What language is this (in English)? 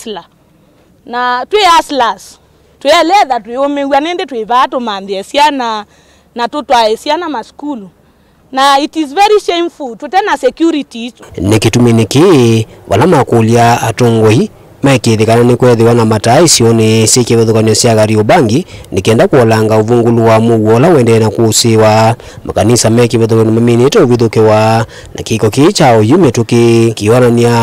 Kamba